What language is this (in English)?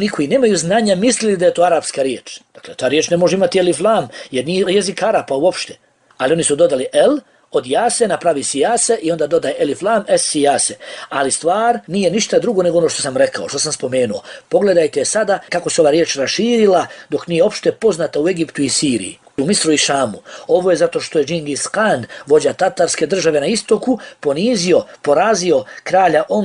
Bosnian